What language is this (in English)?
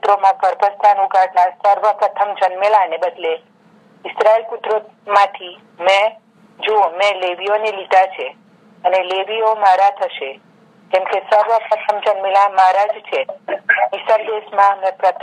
Gujarati